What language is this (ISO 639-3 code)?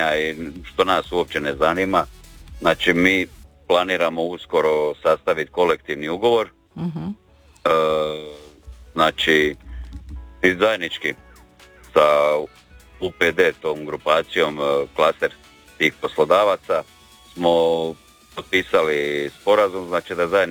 hrv